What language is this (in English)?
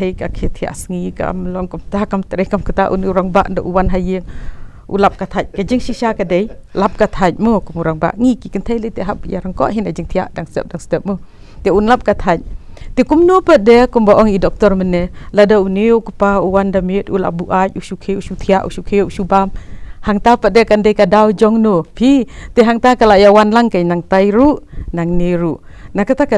Khasi